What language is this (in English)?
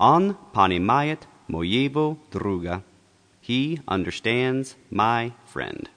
Russian